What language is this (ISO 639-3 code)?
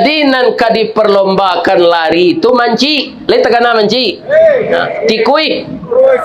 min